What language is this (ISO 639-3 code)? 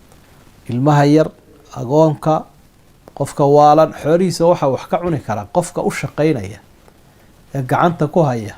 som